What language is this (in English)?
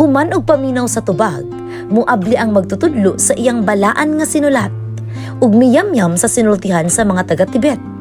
Cebuano